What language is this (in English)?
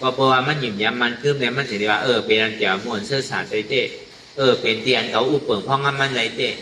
Shan